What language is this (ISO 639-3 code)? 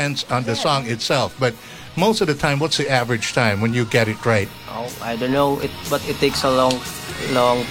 eng